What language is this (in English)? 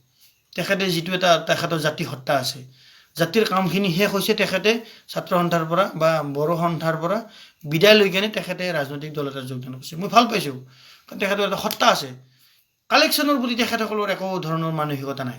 Assamese